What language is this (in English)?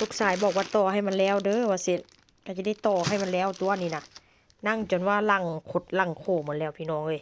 Northeastern Thai